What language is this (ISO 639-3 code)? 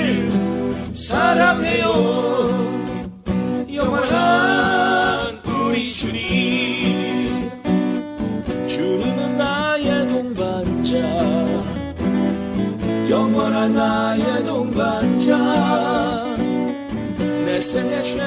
kor